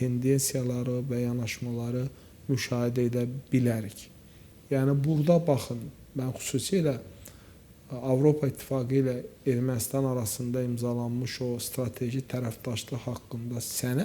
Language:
Azerbaijani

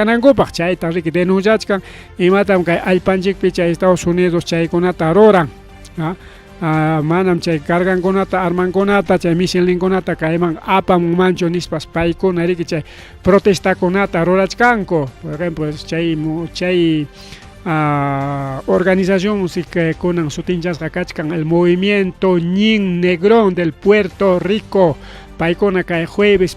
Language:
Ayacucho Quechua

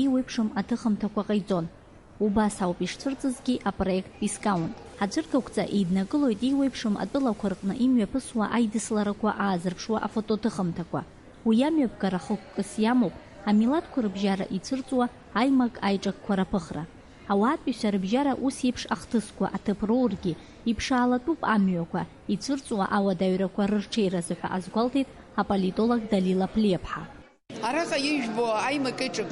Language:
Abkhazian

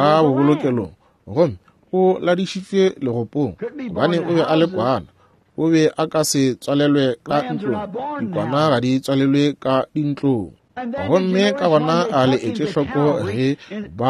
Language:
Northern Sotho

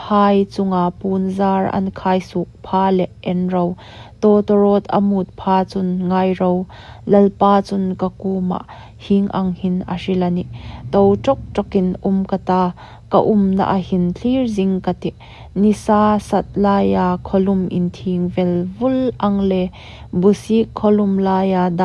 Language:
Hmar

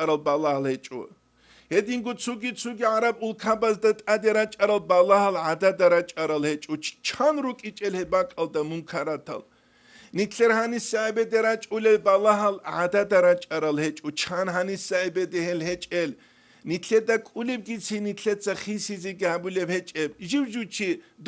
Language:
Avaric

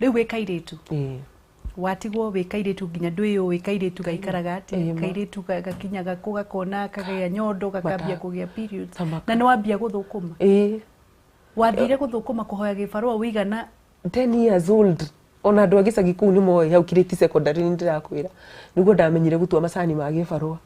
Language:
Kikuyu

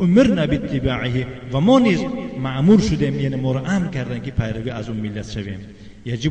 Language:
Tajik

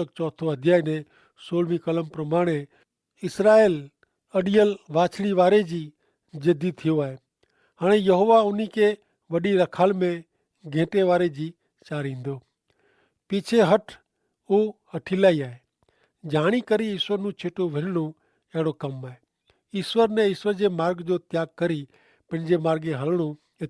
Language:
Kachhi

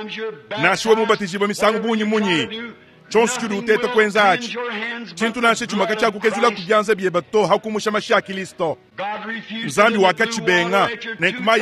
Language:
Luba-Lulua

